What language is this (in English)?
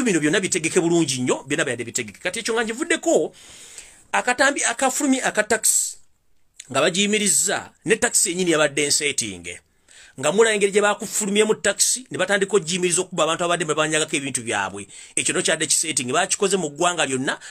Ganda